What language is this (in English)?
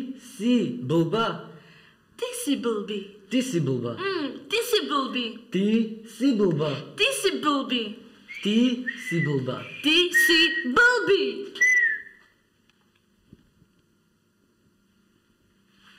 Slovak